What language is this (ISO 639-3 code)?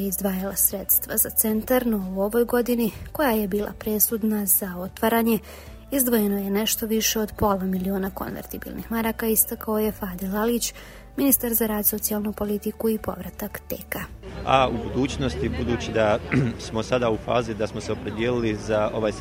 bos